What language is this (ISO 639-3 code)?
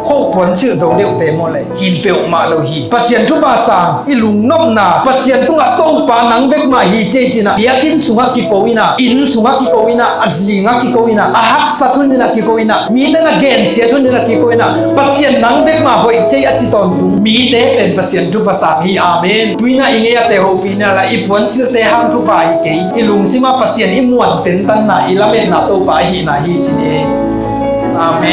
ctd